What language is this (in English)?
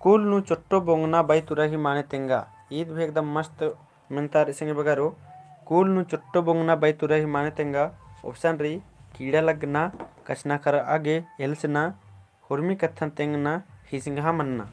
Kurukh